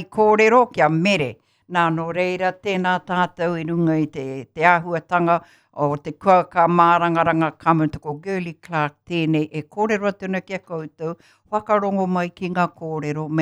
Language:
Māori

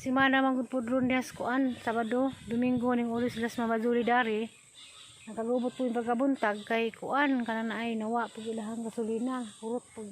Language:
Cebuano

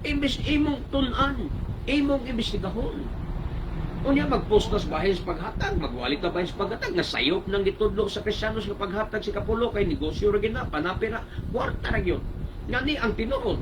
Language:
Cebuano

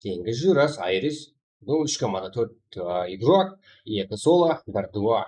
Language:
Kara-Kalpak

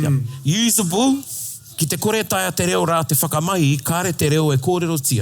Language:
Māori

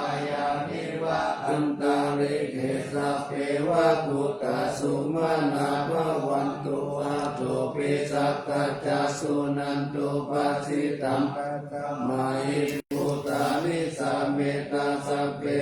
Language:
Pali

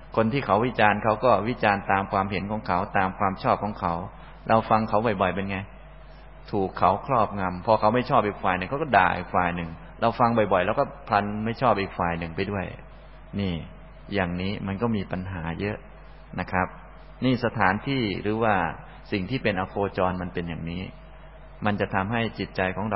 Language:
Thai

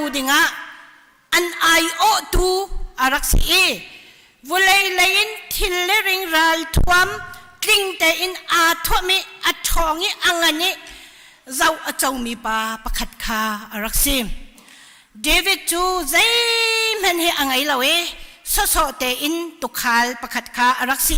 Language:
Hakha Chin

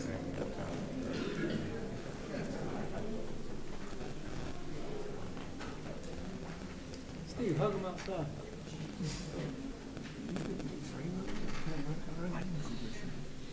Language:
English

